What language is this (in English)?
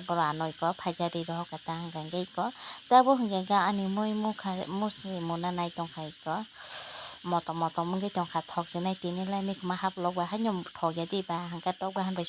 Kok Borok